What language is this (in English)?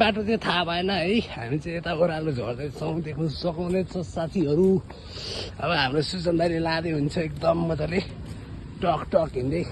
Nepali